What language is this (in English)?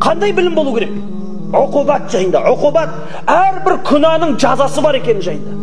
Kazakh